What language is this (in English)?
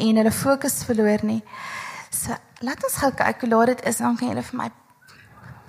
Afrikaans